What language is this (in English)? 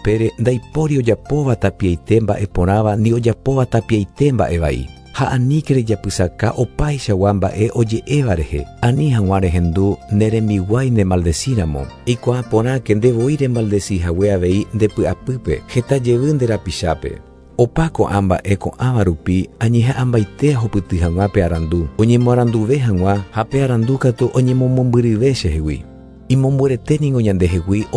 Guarani